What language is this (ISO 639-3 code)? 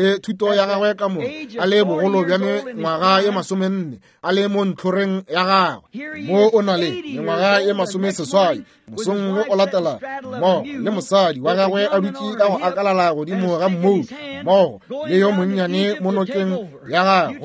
nso